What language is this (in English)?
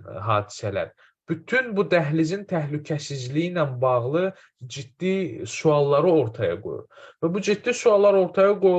Azerbaijani